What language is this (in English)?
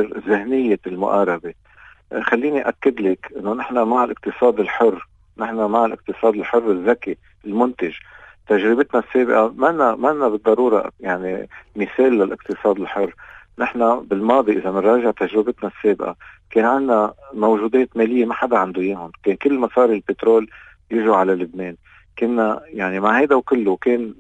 North Levantine Arabic